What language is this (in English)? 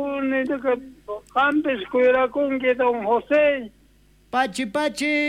South Bolivian Quechua